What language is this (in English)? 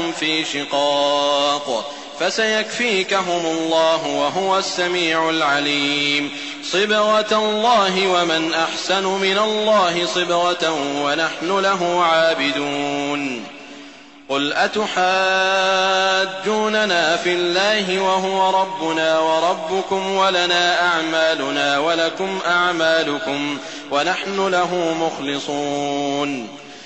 Arabic